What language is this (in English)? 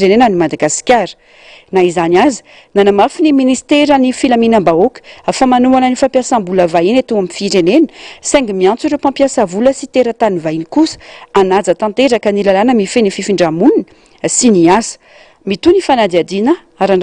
Malagasy